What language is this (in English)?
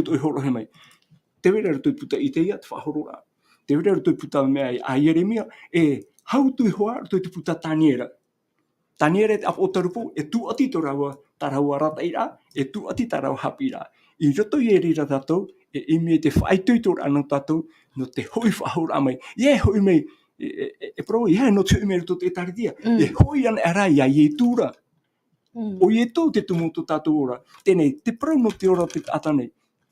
Tahitian